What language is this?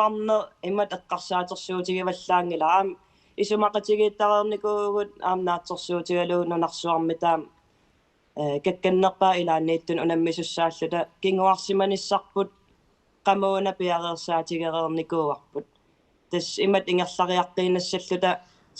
Kalaallisut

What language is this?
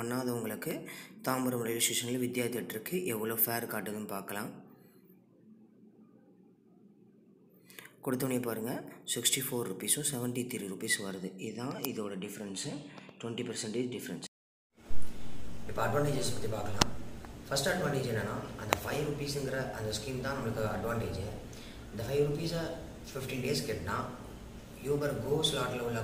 Tamil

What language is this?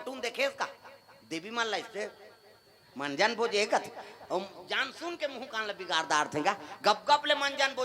Chhattisgarhi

